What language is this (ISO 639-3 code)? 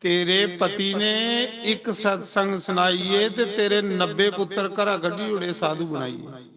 doi